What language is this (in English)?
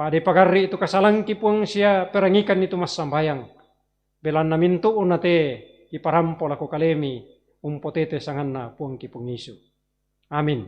Toraja-Sa'dan